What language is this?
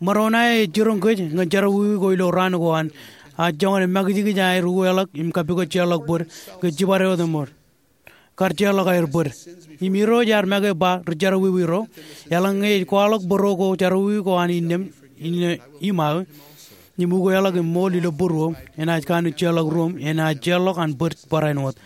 Marshallese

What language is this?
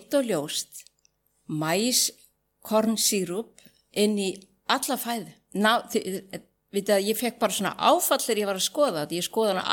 Icelandic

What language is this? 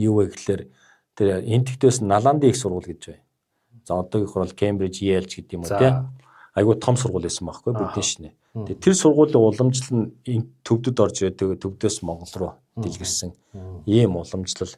Mongolian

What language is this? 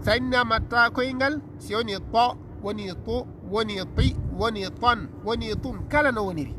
Fula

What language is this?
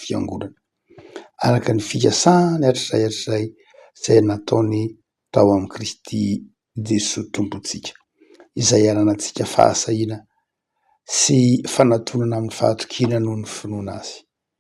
Malagasy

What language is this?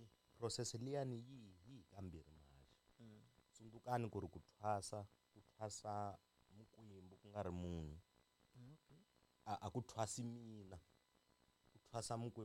Tsonga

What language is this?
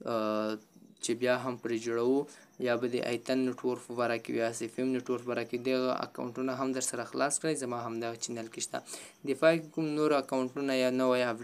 Pashto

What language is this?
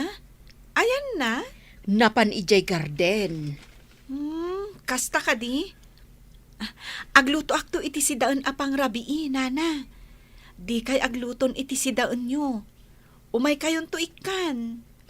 Iloko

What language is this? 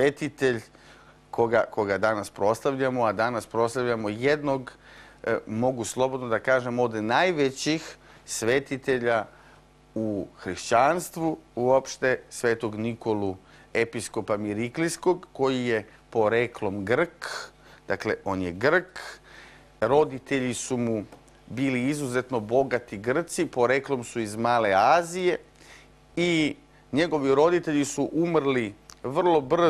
Serbian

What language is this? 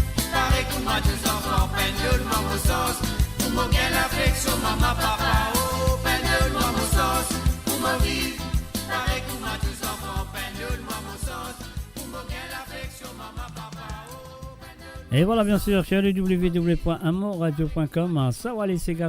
Morisyen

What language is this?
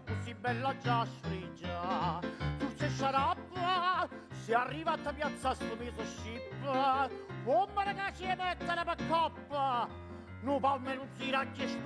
Neapolitan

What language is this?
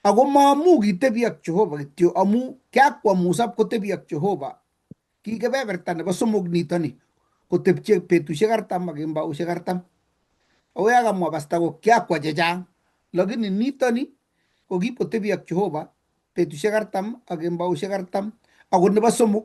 Kalenjin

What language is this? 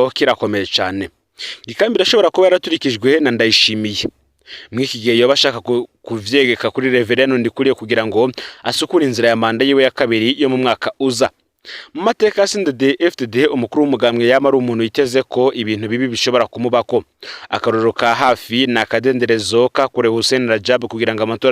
Rundi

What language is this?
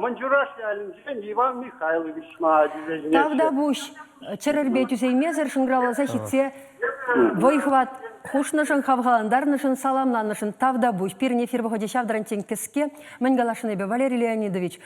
Chuvash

